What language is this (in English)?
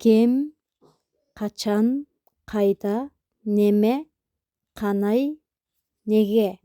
Tuvinian